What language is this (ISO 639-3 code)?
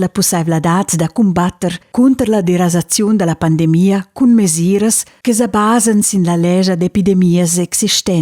roh